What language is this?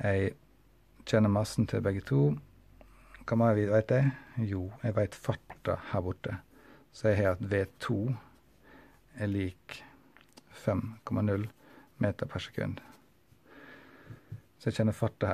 Norwegian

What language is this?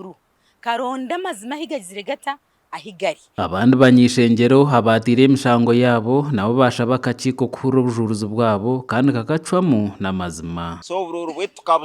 Nyankole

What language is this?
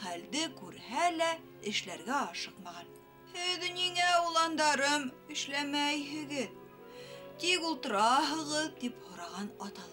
Bashkir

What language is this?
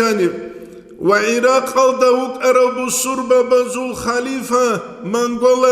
Avaric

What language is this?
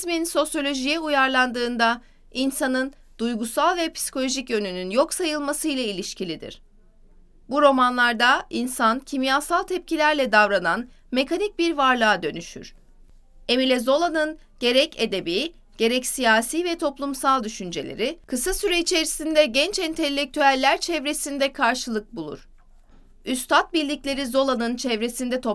Turkish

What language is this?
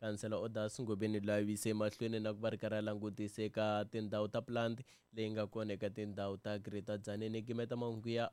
Tsonga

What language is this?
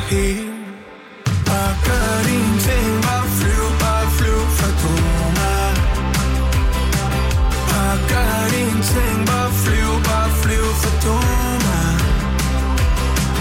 Danish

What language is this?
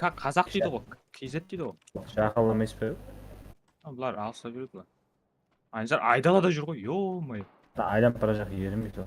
Kara-Kalpak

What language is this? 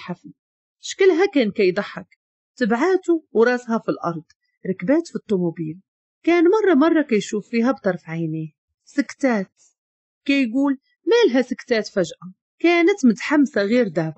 Moroccan Arabic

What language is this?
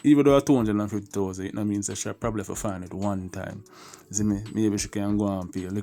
Jamaican Creole English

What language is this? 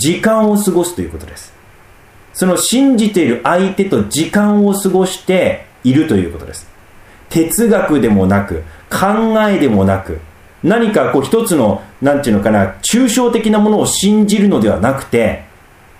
Japanese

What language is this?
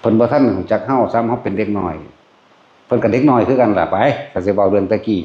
Northeastern Thai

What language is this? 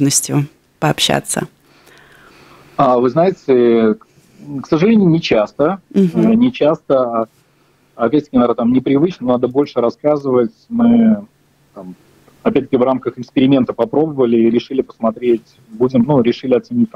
Russian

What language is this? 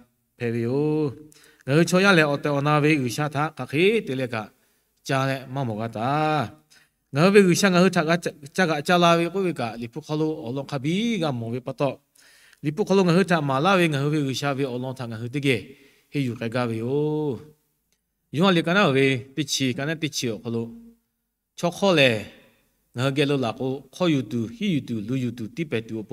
Lahu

